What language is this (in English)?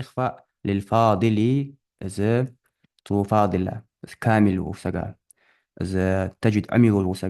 Ingush